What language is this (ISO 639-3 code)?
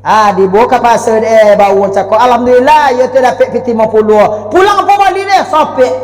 min